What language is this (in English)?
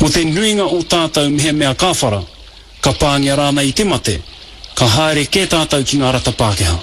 Māori